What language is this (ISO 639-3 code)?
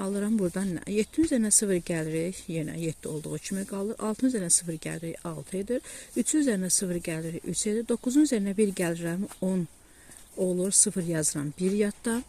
aze